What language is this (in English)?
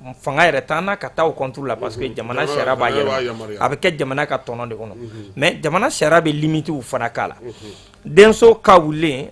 Bambara